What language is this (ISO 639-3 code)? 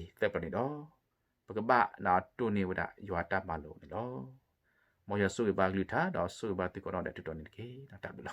ksw